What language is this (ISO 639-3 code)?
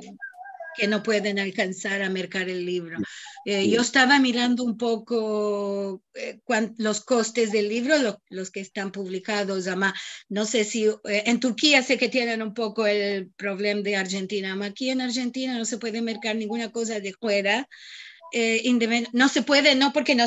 lad